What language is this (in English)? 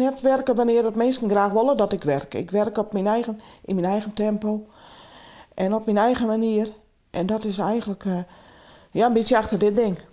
Western Frisian